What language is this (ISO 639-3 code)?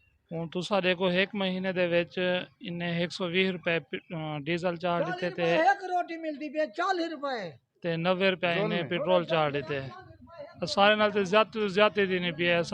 skr